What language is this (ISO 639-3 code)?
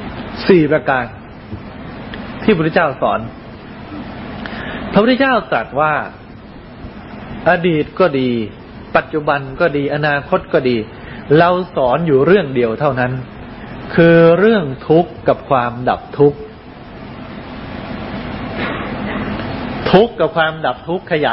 tha